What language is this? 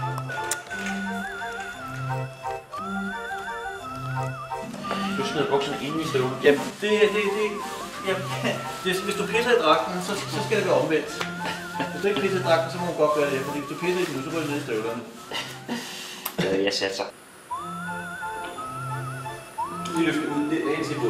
Danish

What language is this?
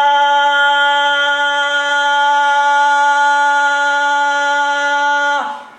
Bosnian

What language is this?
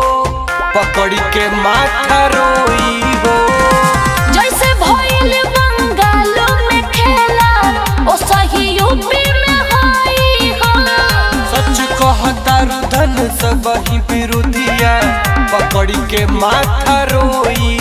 Bhojpuri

